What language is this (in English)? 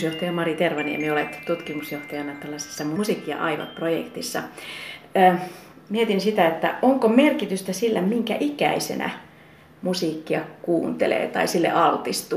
Finnish